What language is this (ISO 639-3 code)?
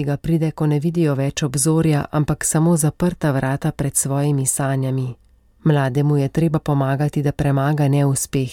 slv